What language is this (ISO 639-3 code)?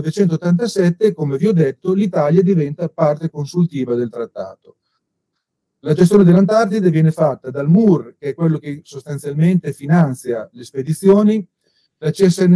ita